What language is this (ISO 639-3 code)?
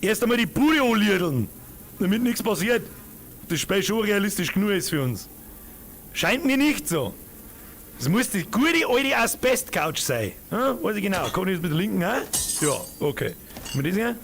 bar